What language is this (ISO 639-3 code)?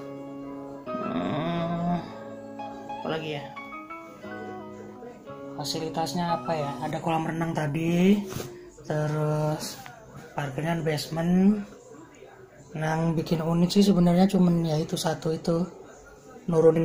ind